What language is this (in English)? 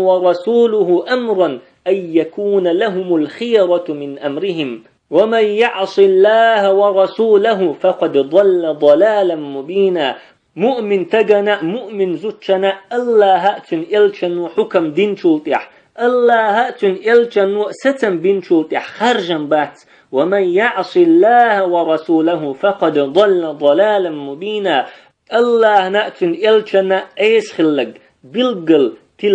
Chechen